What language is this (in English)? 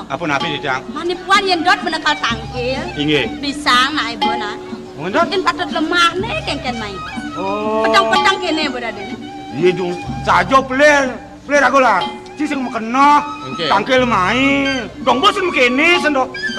Balinese